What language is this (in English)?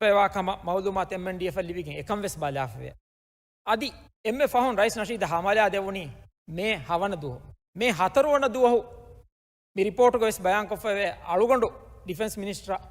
Divehi